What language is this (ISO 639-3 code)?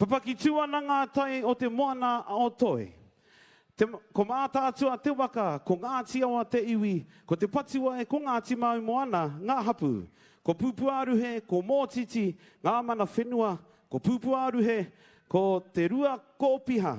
mri